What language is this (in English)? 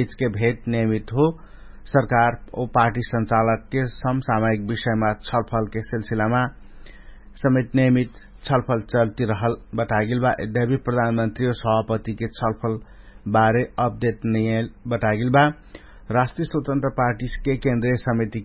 Dangaura Tharu